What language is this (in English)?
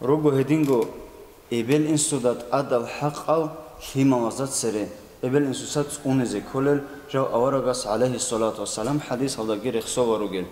Avaric